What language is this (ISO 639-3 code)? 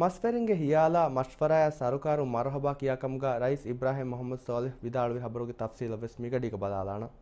div